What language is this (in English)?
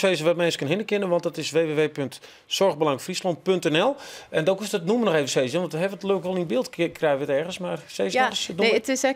Western Frisian